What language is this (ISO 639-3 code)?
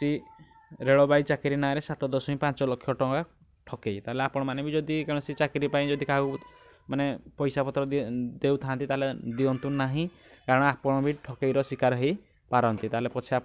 ori